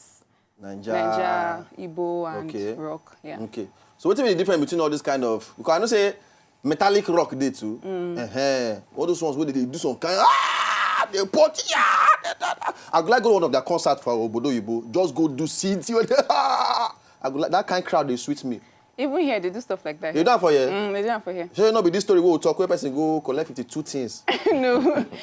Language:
Nigerian Pidgin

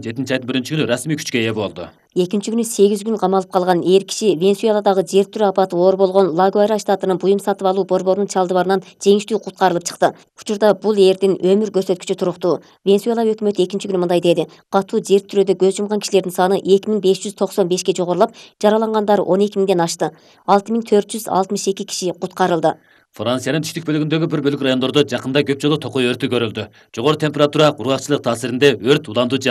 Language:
Kyrgyz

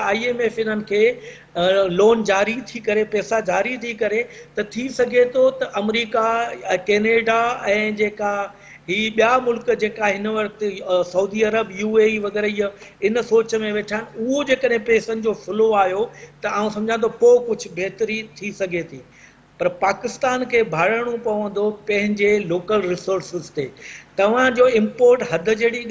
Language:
Sindhi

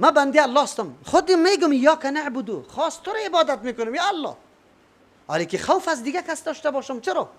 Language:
Persian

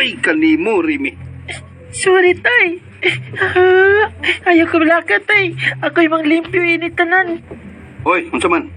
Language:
Cebuano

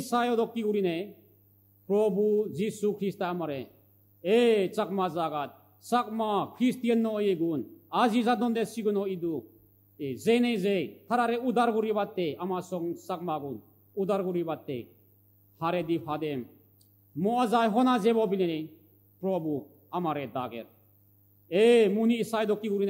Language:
Chakma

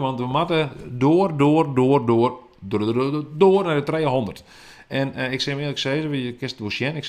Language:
Western Frisian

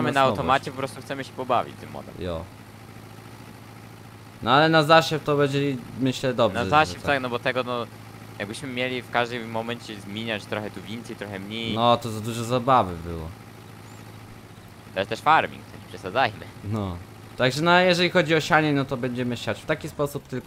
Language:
Polish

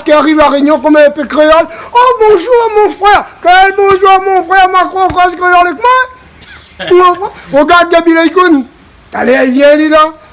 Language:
Réunion Creole French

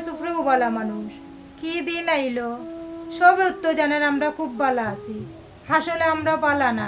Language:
Sylheti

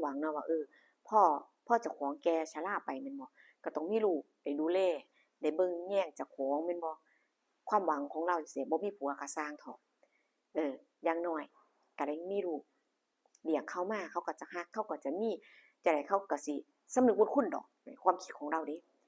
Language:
Lao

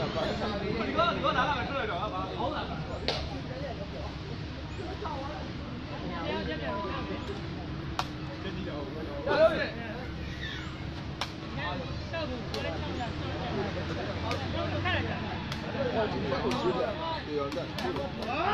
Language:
Burmese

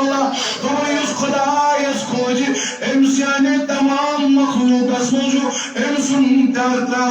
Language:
Kashmiri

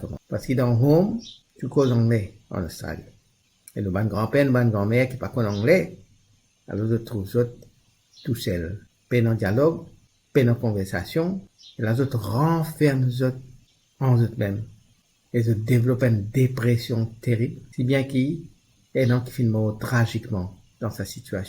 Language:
Morisyen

